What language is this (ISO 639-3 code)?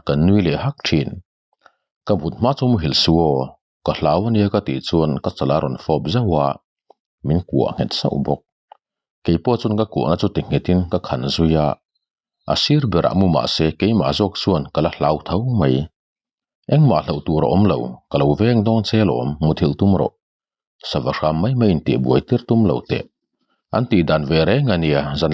lus